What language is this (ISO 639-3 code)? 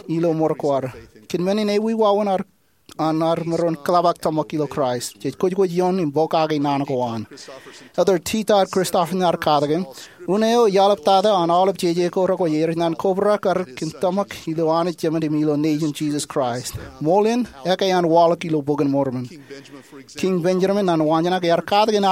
mah